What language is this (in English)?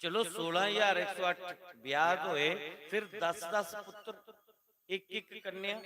Dogri